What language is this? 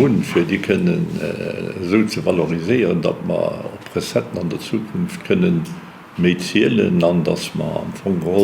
Luxembourgish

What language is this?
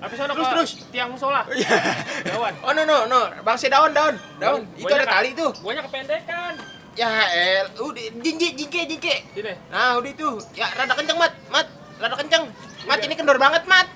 Betawi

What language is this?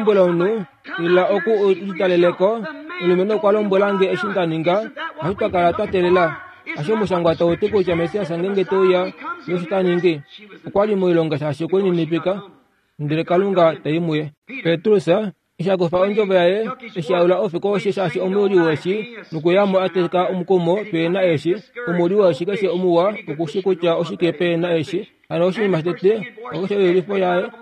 Kuanyama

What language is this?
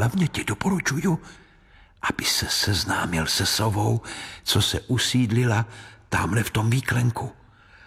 Czech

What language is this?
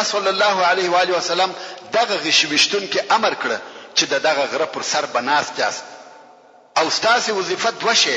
Pashto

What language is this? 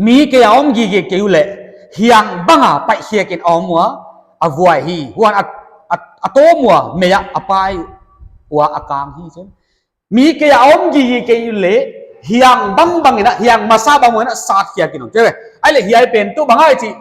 Paite Chin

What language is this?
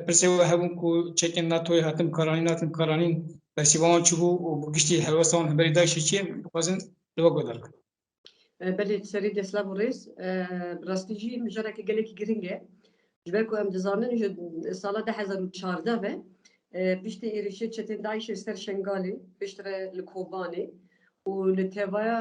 Kurdish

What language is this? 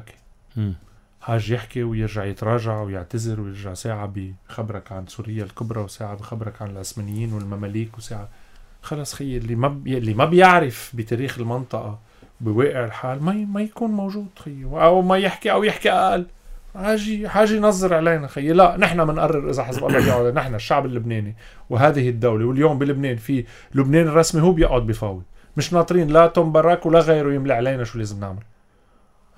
North Levantine Arabic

